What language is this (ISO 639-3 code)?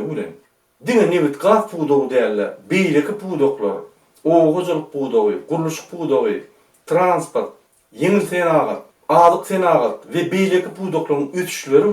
tuk